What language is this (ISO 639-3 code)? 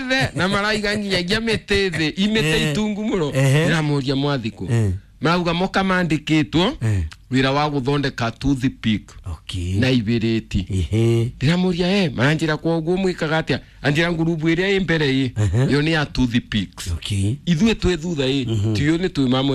kik